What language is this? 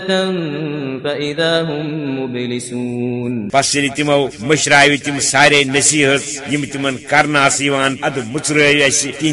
Kashmiri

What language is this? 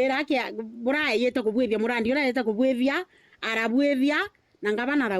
Meru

